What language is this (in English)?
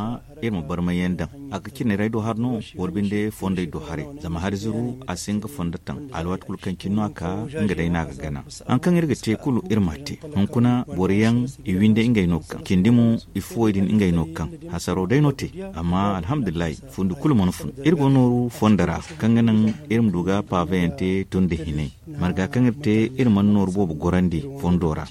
Zarma